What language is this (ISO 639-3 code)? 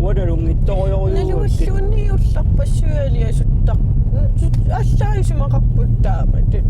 kal